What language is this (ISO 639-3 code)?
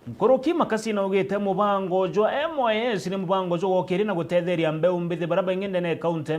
mer